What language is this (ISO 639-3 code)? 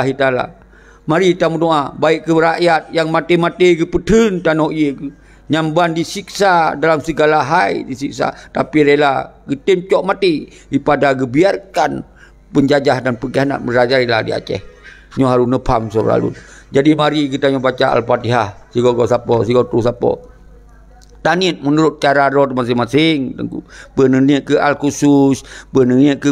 ace